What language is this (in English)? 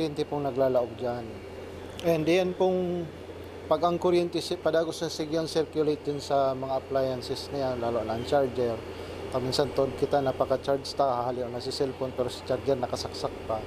Bikol